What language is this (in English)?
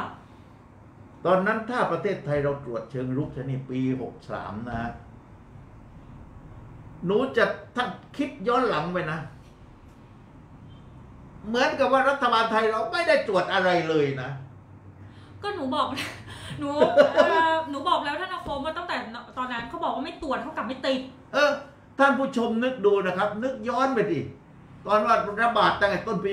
Thai